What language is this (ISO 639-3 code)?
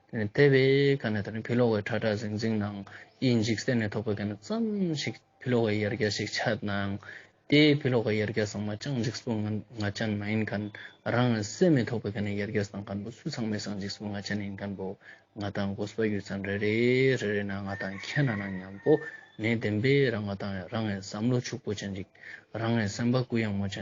lbj